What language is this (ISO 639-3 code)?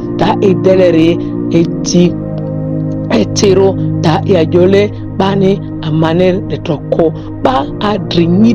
mhi